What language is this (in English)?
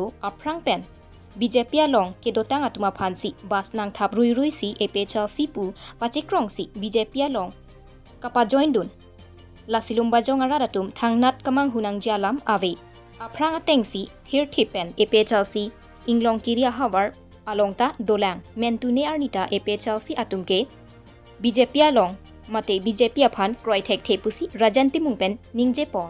Karbi